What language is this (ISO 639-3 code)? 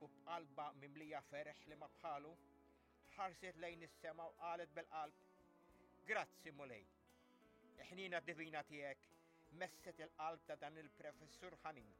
mlt